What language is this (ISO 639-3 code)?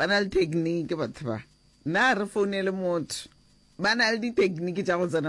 nso